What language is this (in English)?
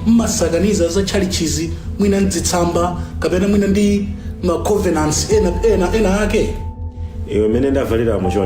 Nyanja